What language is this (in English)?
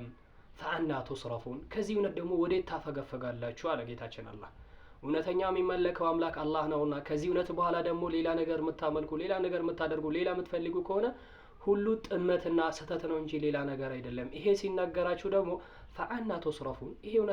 Amharic